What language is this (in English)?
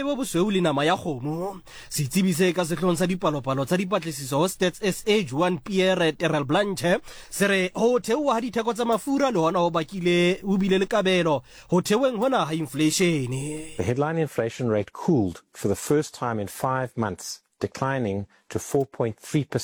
Southern Sotho